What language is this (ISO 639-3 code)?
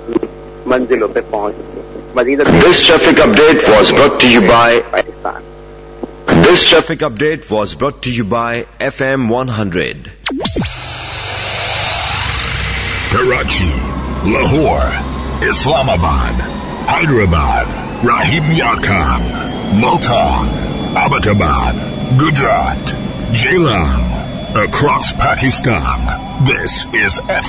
urd